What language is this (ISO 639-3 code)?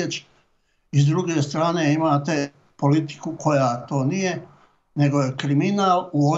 bos